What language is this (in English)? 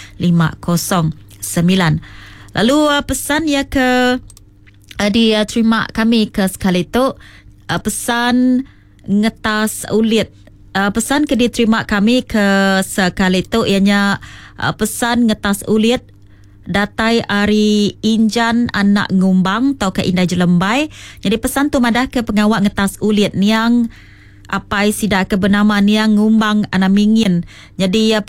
Iban